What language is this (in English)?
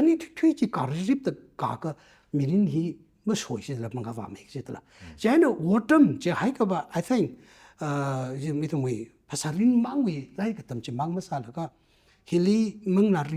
Tangkhul Naga (India)